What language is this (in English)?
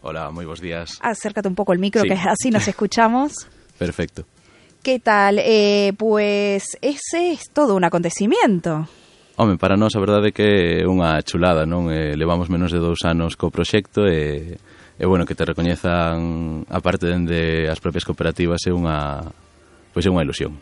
Galician